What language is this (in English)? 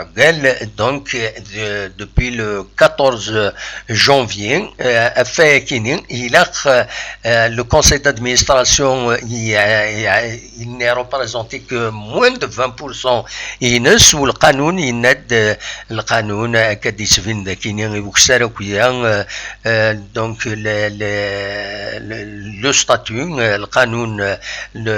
Kabyle